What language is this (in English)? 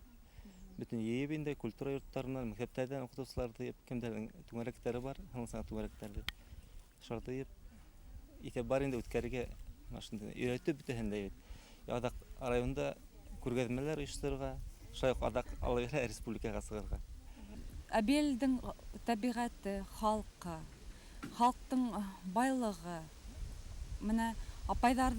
Bashkir